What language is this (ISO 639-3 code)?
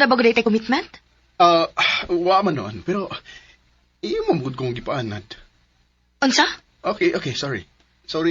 ceb